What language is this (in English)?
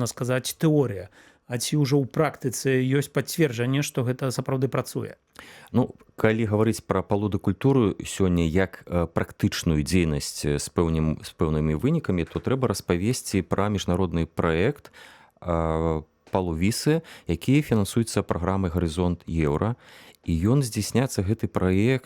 Belarusian